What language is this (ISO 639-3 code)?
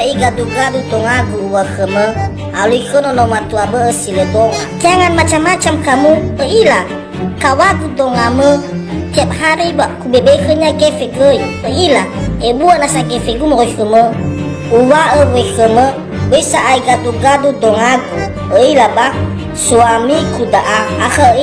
nia